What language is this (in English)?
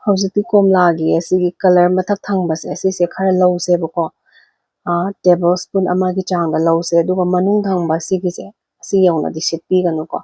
Manipuri